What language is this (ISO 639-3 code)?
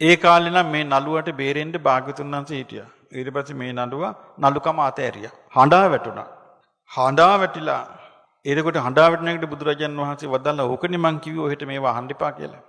sin